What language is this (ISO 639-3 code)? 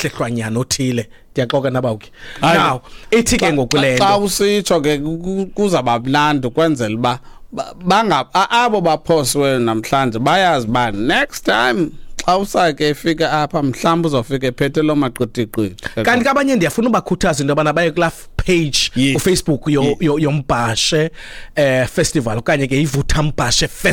xho